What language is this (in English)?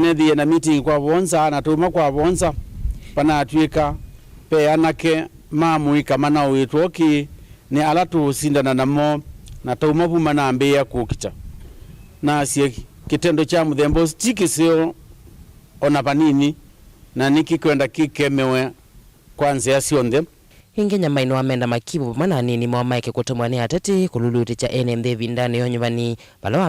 Kamba